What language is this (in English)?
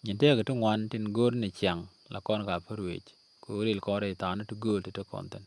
Nuer